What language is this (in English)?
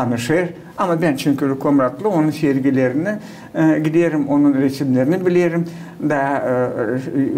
Gagauz